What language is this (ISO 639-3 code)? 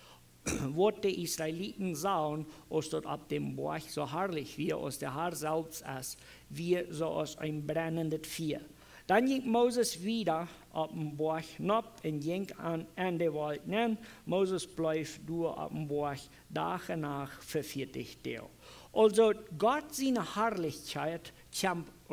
pdt